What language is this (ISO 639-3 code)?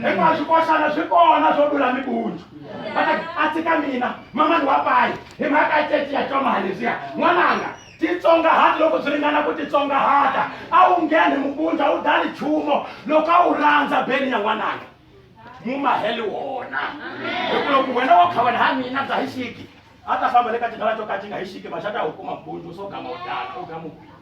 tso